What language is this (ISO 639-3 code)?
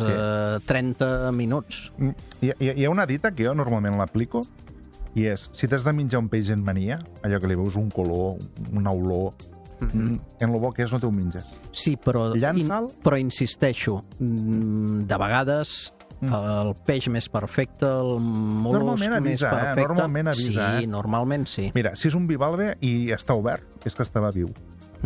cat